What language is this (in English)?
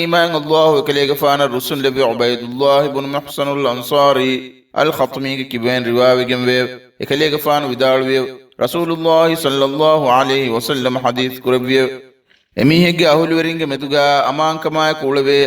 Divehi